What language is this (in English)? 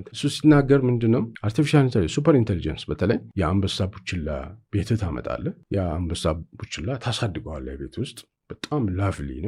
Amharic